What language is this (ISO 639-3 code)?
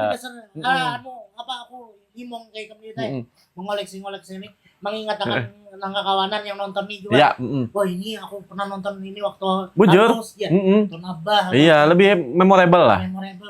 bjn